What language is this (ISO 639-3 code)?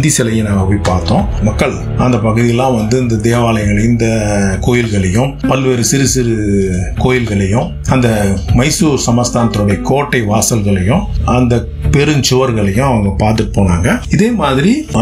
tam